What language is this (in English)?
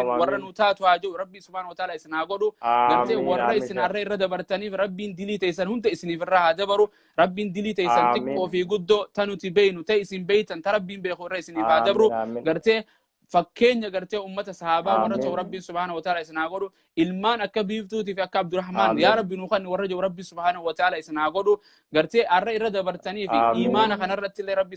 Oromo